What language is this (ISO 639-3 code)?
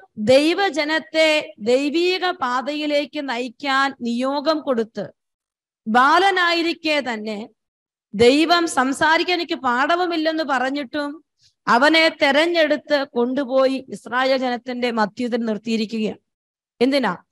mal